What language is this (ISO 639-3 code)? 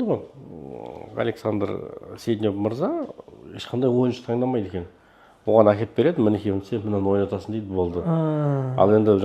kaz